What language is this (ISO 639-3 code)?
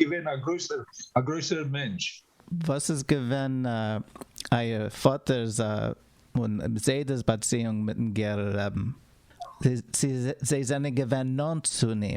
yid